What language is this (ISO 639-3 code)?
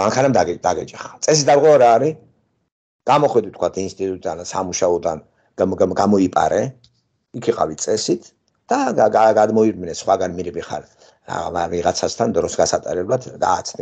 kat